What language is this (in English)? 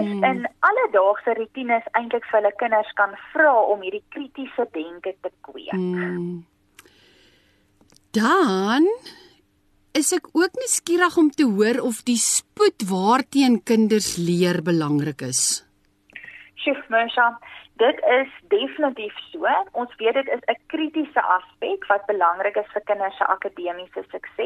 Afrikaans